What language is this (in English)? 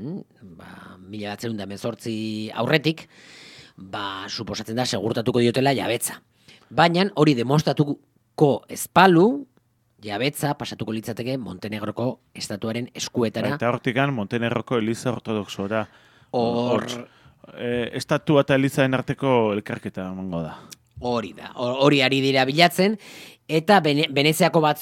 Basque